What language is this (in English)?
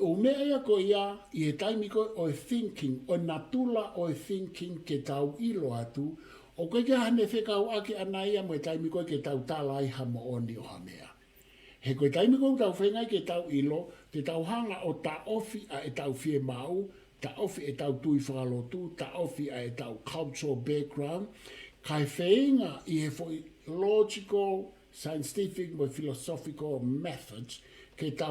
Tongan